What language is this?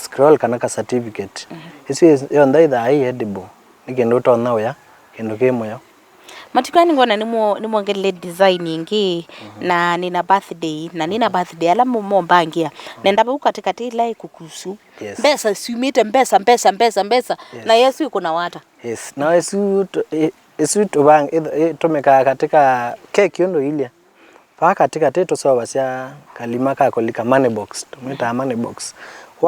Kamba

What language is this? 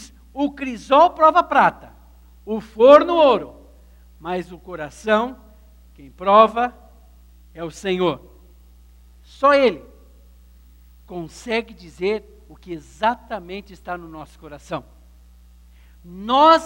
Portuguese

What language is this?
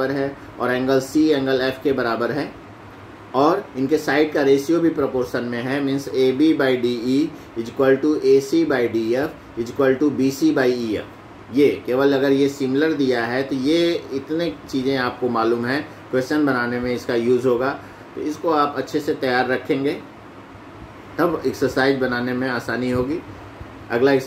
Hindi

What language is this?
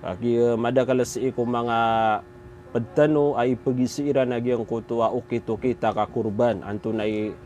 Maranao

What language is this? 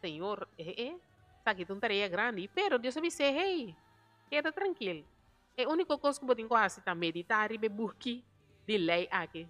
Papiamento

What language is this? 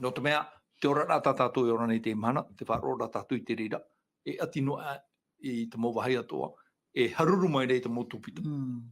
Tahitian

